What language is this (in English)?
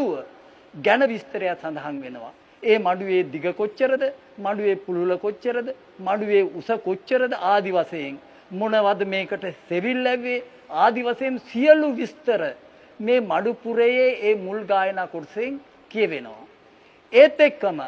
Sinhala